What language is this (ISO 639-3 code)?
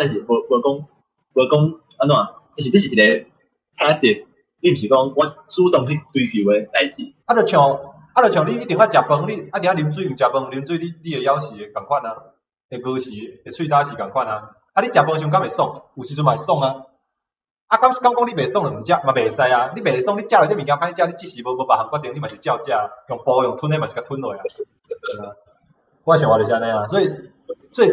nan